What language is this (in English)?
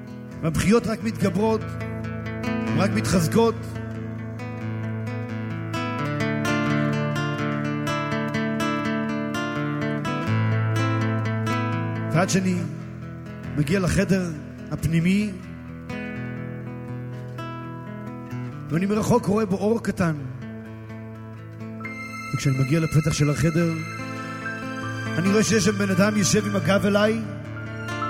Hebrew